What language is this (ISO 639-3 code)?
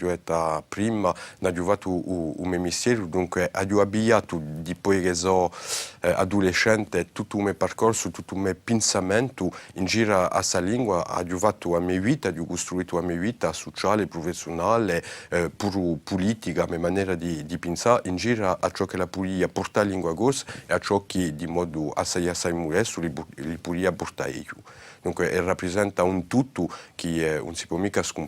cos